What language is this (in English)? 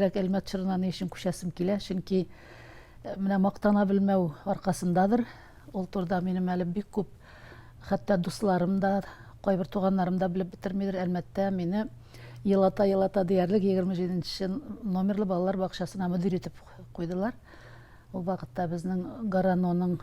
Tatar